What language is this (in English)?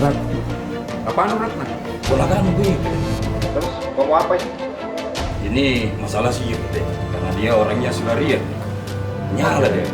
Makassar Malay